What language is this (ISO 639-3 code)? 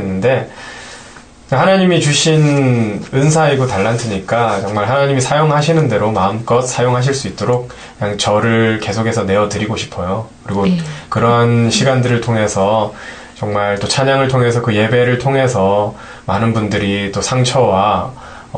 kor